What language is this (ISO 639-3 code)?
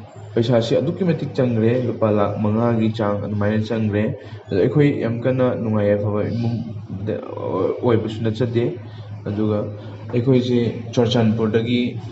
mni